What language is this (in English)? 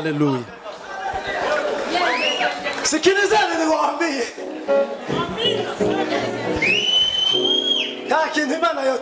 Kinyarwanda